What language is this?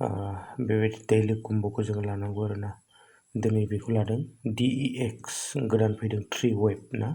Bodo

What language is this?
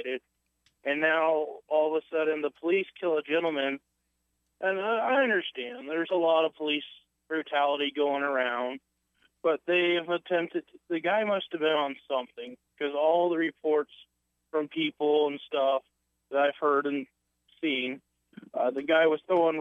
English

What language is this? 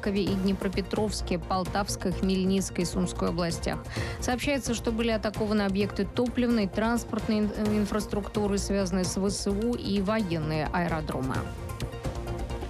Russian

